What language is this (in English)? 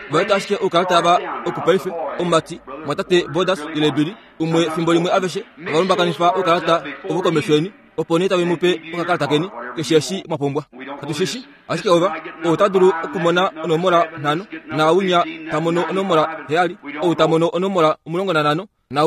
Kuanyama